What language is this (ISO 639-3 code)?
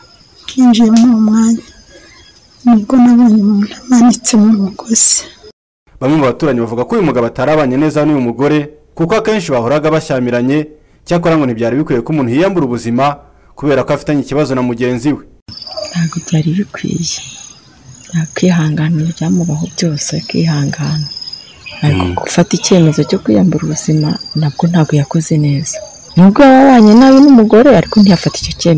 kin